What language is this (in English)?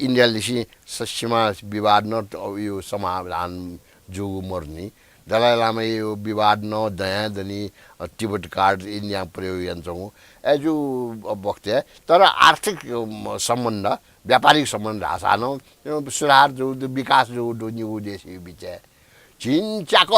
Newari